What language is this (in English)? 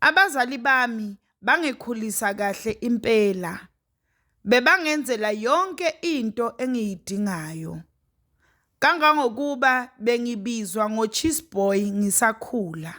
Zulu